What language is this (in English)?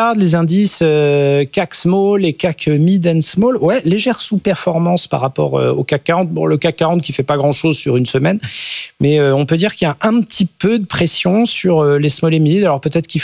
French